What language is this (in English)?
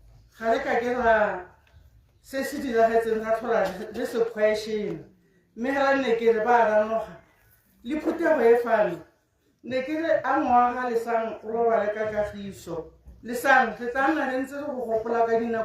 Tswana